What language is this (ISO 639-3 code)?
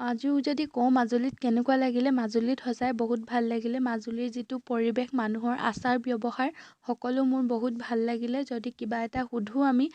asm